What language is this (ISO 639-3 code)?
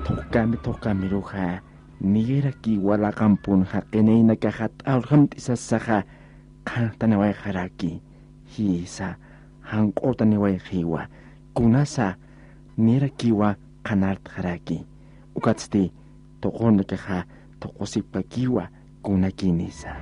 aym